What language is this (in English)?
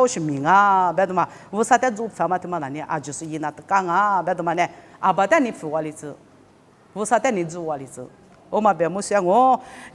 Lisu